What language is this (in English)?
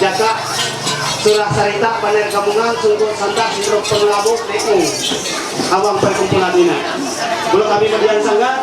Ma'anyan